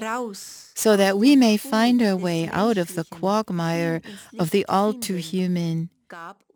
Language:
English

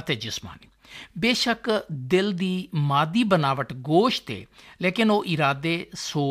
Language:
Saraiki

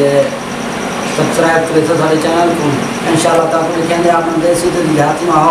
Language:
Saraiki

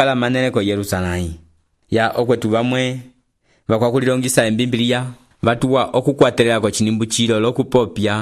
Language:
Umbundu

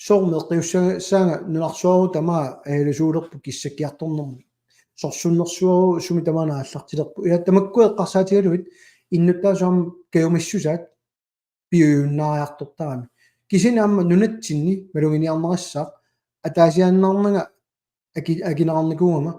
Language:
Kalaallisut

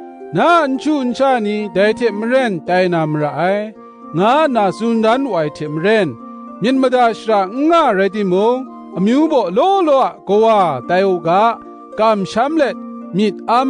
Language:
Kachin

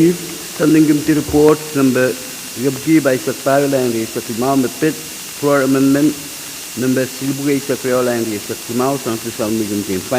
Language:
Pohnpeian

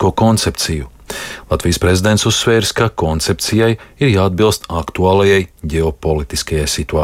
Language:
Latvian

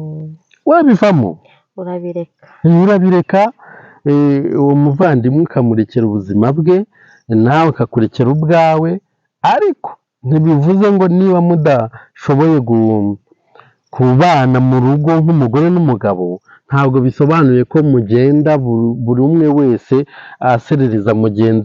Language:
Kinyarwanda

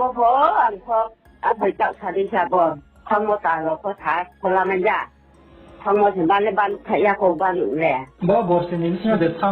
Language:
Riang (India)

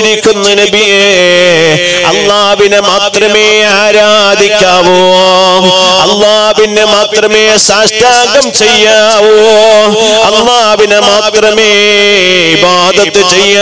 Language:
Malayalam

